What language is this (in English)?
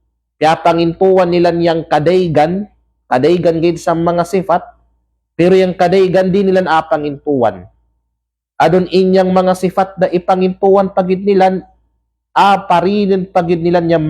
Kalagan